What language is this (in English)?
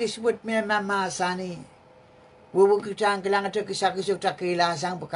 Pohnpeian